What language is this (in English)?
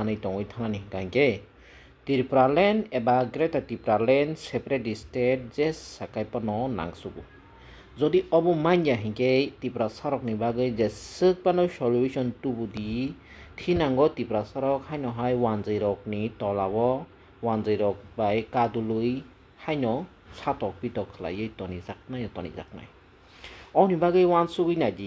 Kok Borok